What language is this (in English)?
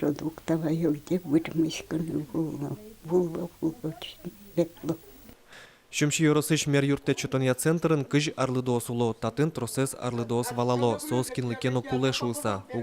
Udmurt